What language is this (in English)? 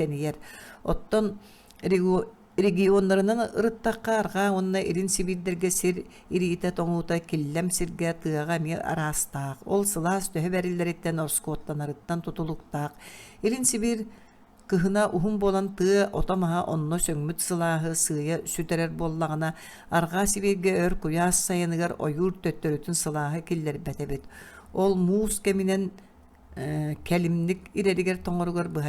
Yakut